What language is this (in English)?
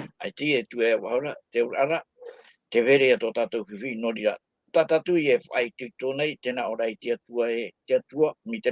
Tahitian